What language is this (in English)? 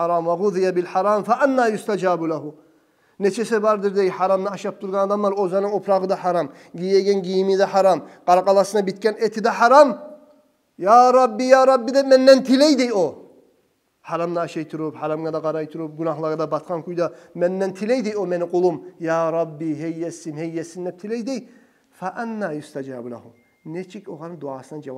Kumyk